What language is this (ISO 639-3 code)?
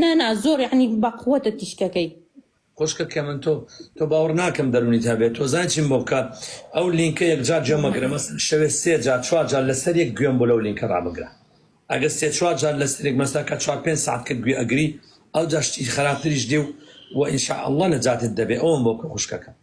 ckb